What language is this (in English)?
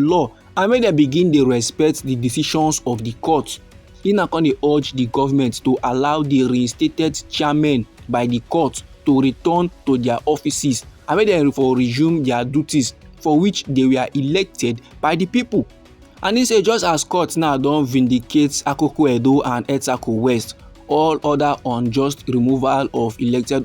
Nigerian Pidgin